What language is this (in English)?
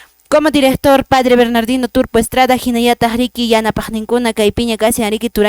Quechua